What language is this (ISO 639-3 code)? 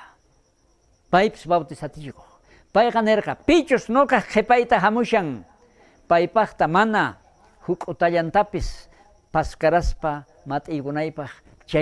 quh